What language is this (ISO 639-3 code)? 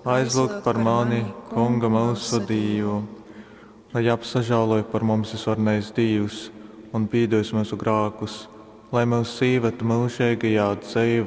ltg